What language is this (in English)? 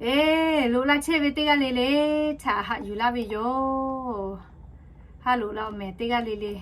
Lahu